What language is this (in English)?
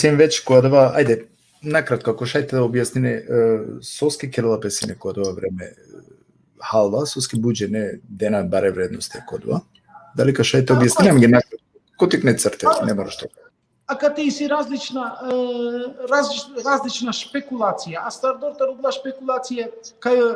Balkan Romani